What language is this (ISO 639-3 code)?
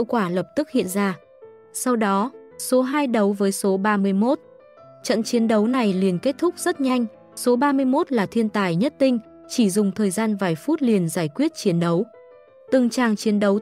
vie